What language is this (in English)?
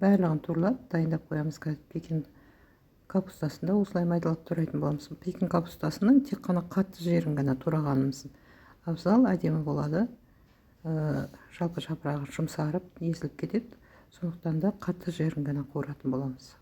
Kazakh